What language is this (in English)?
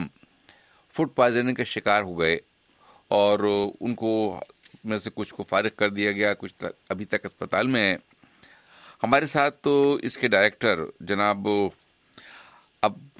Urdu